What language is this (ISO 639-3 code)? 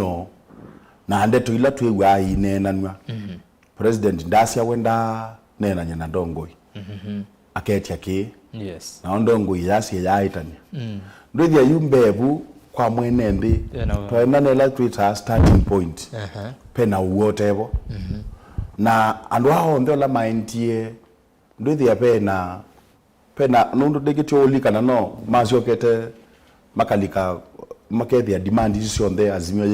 kam